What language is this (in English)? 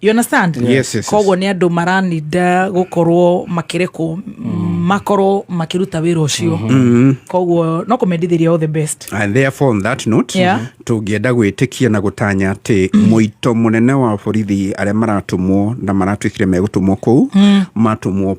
Kikuyu